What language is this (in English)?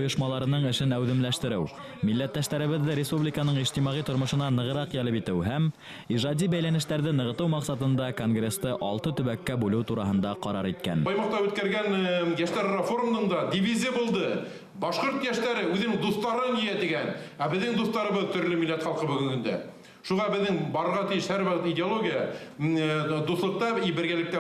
Bashkir